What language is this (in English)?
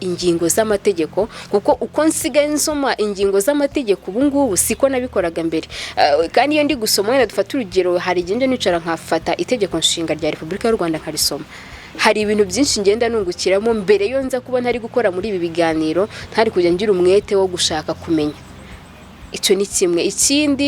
Kinyarwanda